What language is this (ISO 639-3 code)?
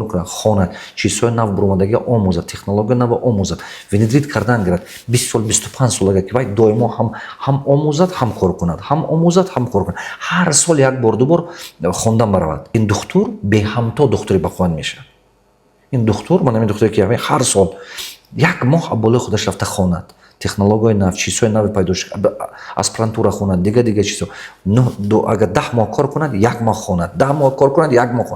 tgk